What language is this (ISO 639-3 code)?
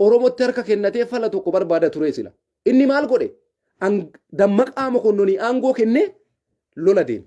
orm